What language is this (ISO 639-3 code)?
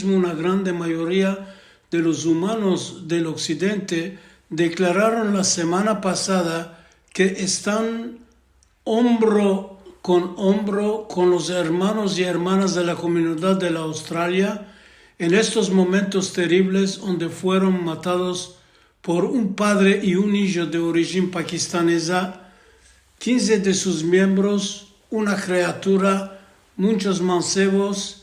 lad